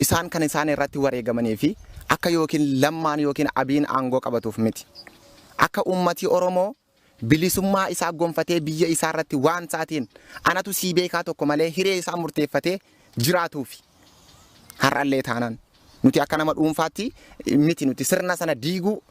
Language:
Oromo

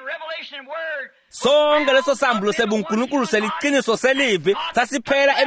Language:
Swati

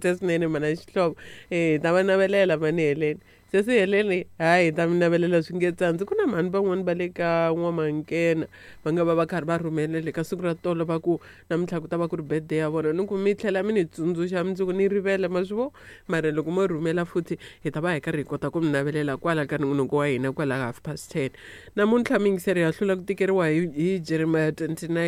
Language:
Tsonga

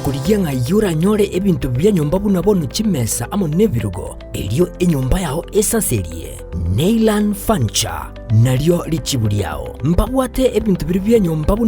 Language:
Gusii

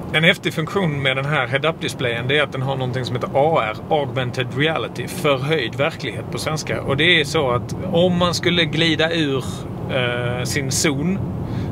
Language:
Swedish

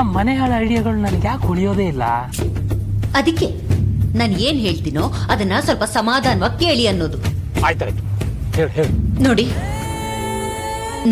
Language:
Kannada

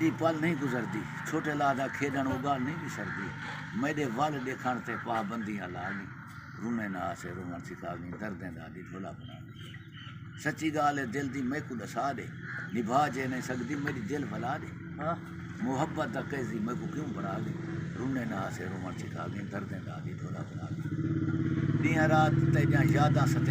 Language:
Saraiki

